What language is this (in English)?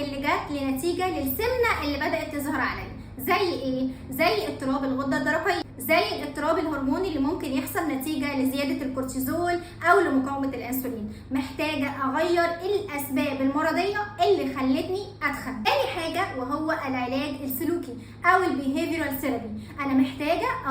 Egyptian Arabic